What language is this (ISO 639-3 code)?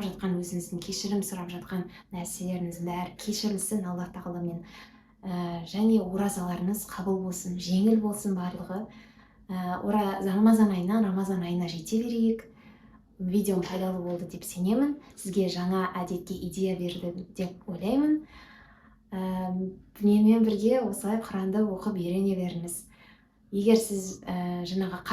kaz